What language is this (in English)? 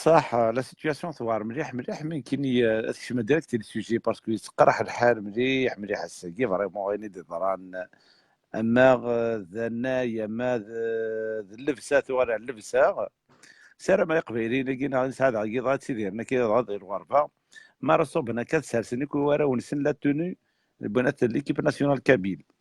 Kabyle